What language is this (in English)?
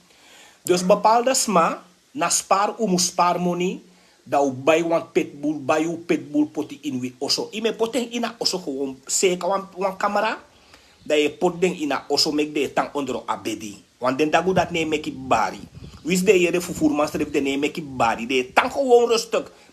Sranan Tongo